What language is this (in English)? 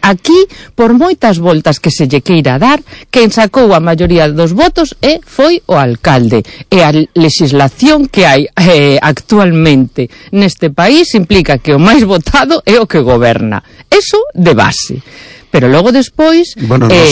Galician